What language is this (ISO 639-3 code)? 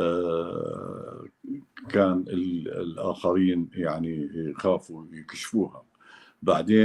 apc